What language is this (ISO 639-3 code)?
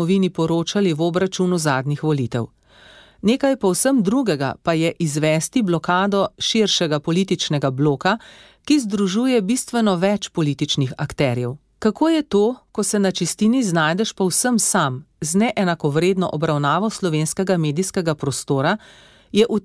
slv